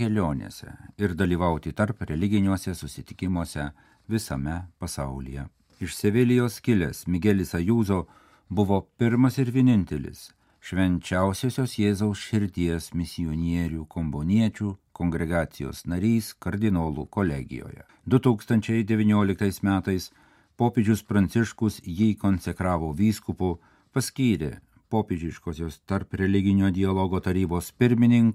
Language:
Lithuanian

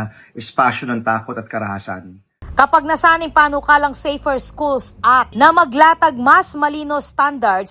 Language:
Pampanga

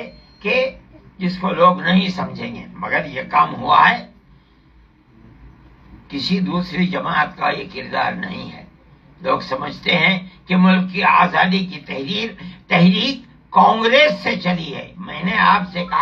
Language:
Urdu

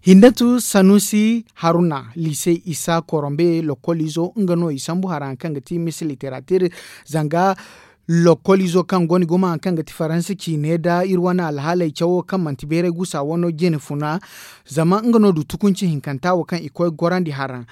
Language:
Zarma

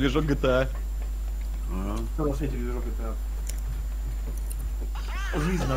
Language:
Russian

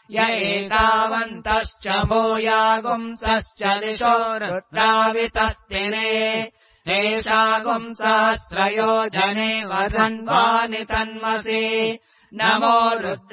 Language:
Sanskrit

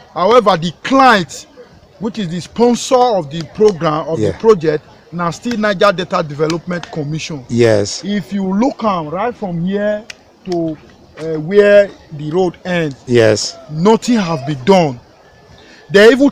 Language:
Nigerian Pidgin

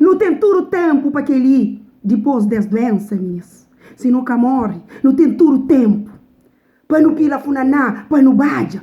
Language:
Kabuverdianu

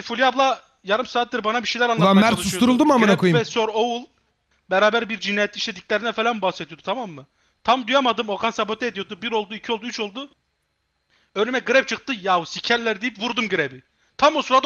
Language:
Turkish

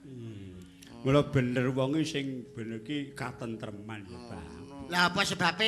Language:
Javanese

